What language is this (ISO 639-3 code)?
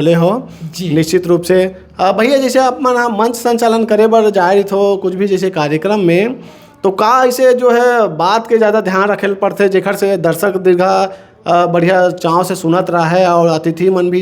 hne